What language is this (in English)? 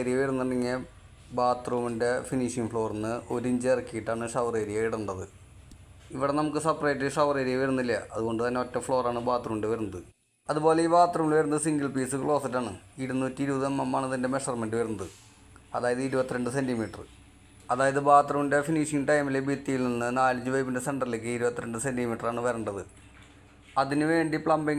Malayalam